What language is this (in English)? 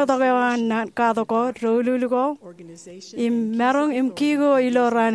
Marshallese